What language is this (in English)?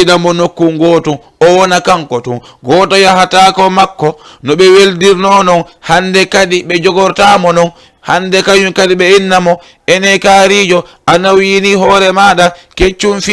Fula